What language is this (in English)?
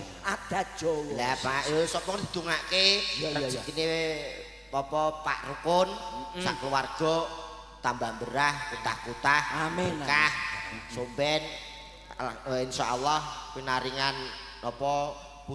Javanese